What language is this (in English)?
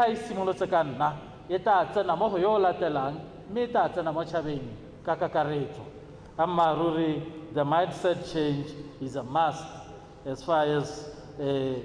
Tswana